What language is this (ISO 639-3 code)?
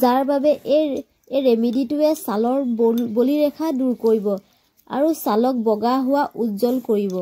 asm